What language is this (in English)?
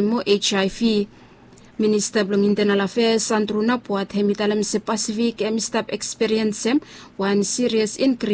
Bislama